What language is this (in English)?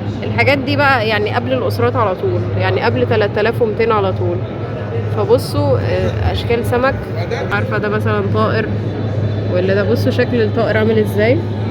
Egyptian Arabic